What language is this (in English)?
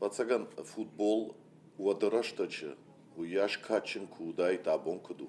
Ossetic